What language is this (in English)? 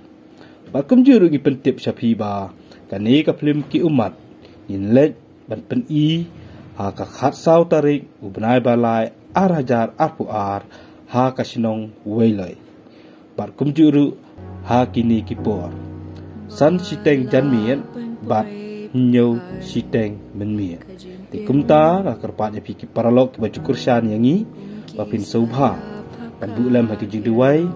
Khasi